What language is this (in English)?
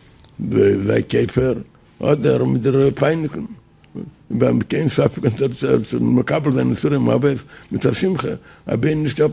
Yiddish